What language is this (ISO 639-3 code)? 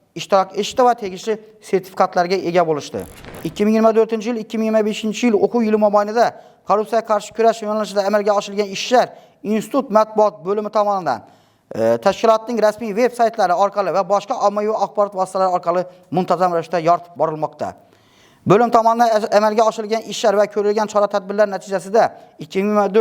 uzb